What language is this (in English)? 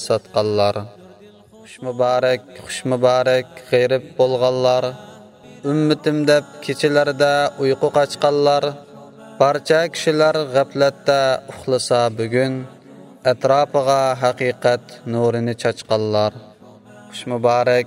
Uyghur